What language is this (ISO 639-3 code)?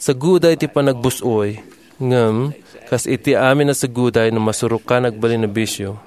ilo